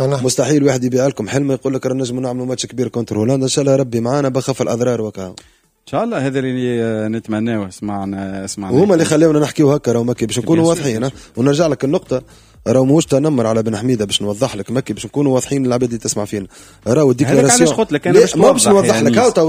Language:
Tunisian Arabic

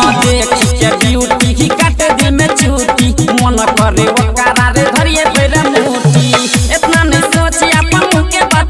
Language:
Maithili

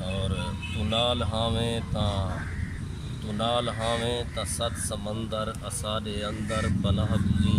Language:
Saraiki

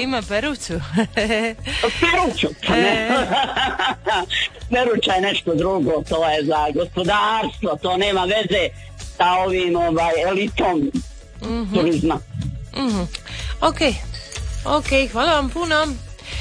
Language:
Croatian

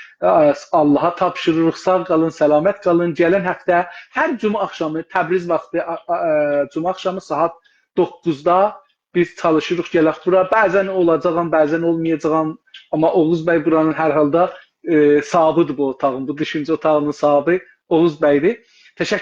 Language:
South Azerbaijani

